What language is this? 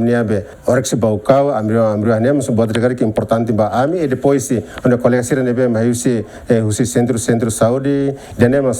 Tetum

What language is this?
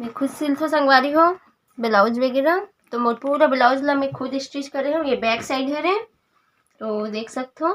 Chhattisgarhi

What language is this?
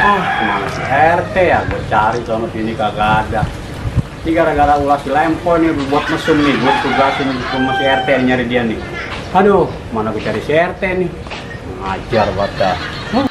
Betawi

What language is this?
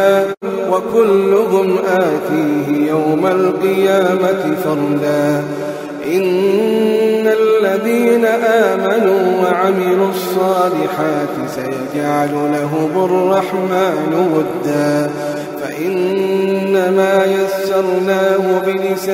Arabic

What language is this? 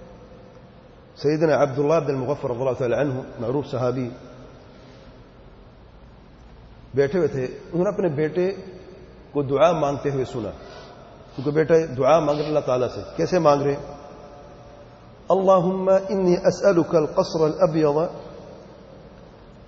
Urdu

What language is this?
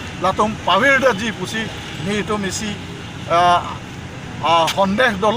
Karbi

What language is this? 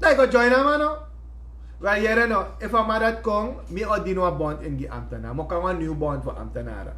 Sranan Tongo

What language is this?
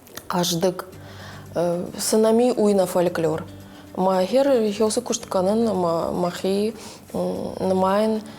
Ossetic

